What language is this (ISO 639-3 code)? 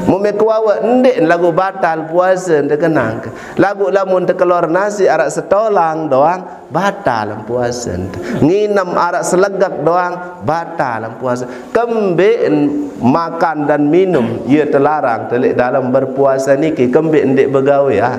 sas